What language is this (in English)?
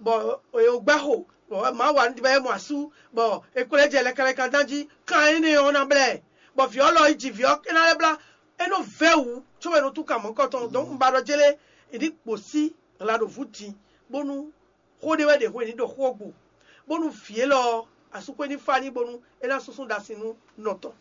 Fon